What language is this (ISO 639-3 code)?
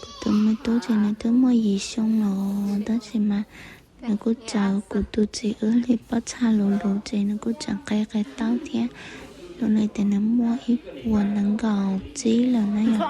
hmn